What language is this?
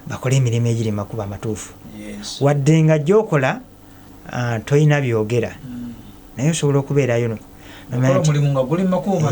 Ganda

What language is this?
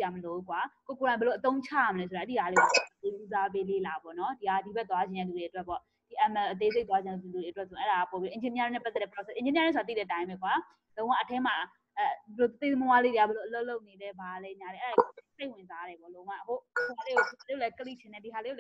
Burmese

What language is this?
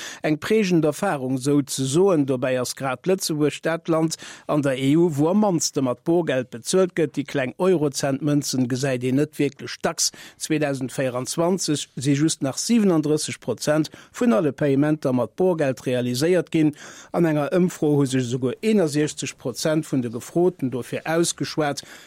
Luxembourgish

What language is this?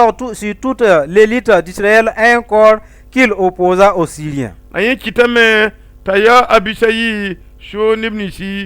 Mossi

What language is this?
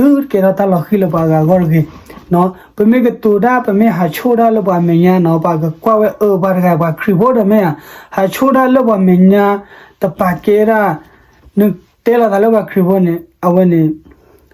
S'gaw Karen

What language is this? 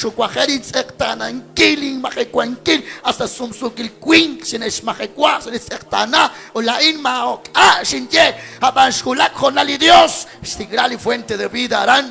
Kekchí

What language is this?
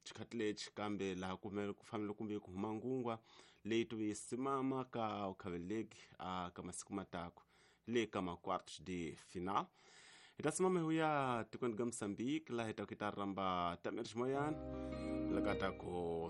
Tsonga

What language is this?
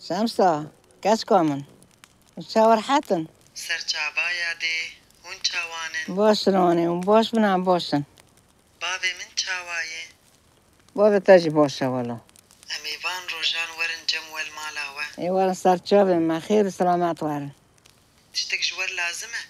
Kurdish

